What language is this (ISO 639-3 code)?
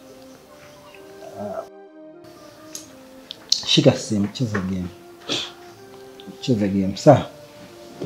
swa